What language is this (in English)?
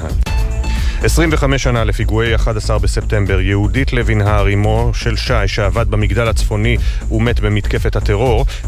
Hebrew